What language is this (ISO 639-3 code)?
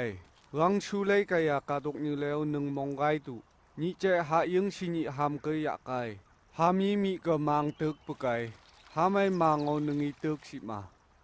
nph